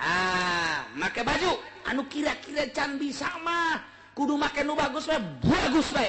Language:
Sundanese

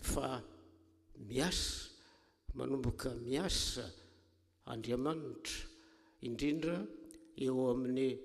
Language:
Malagasy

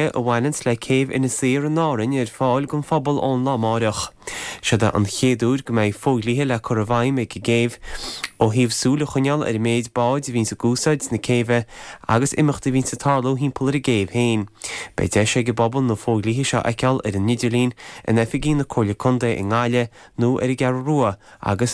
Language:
Irish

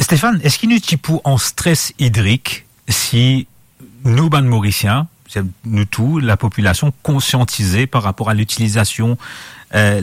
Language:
Morisyen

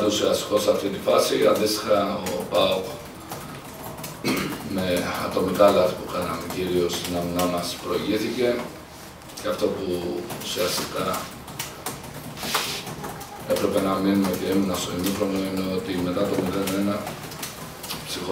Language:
Greek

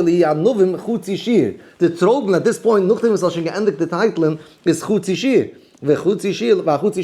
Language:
Yiddish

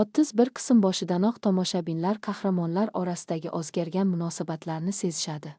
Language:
Uzbek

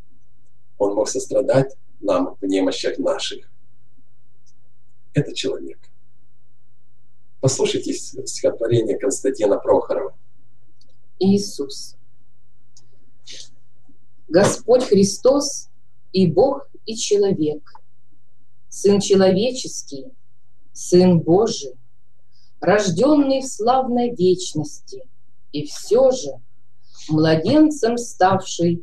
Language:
Russian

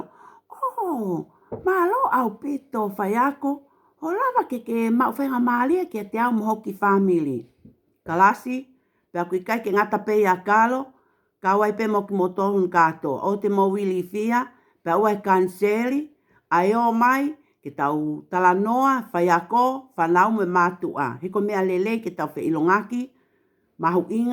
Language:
Tongan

